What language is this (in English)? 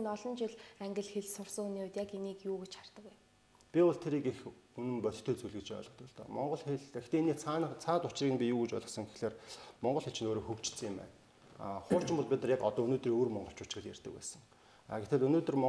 Mongolian